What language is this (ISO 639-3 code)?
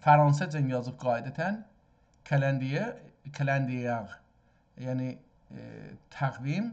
azb